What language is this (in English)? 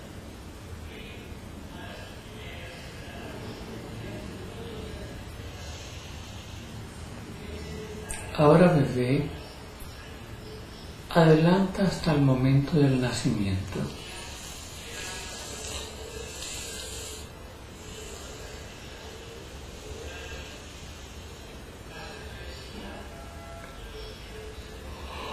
Spanish